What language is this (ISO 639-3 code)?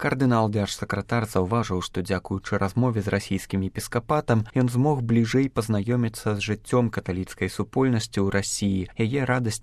bel